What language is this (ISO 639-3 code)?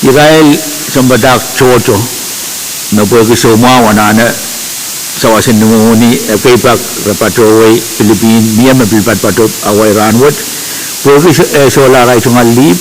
pon